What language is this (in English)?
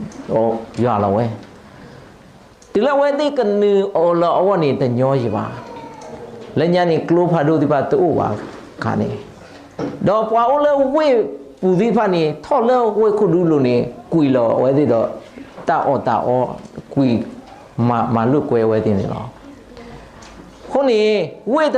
S'gaw Karen